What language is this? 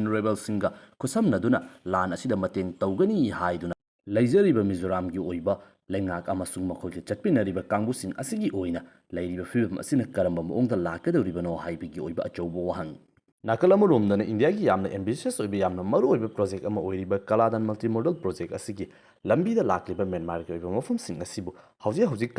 Manipuri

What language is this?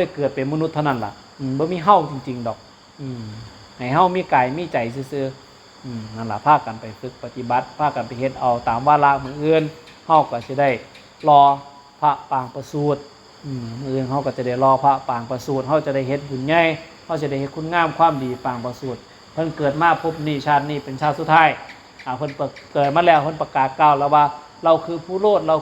Northeastern Thai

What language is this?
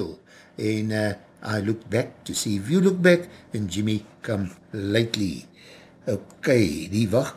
Afrikaans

